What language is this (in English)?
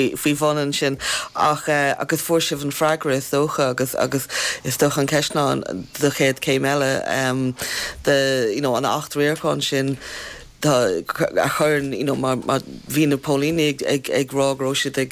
Irish